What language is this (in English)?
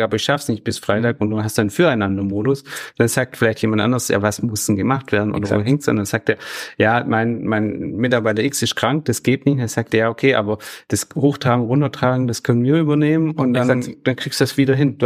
German